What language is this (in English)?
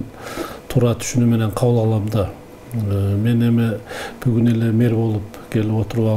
Kyrgyz